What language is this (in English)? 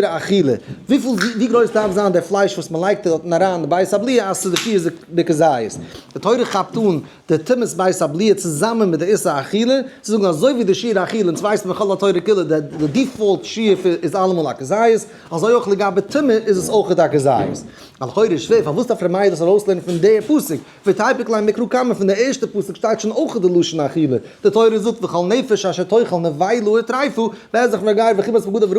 Yiddish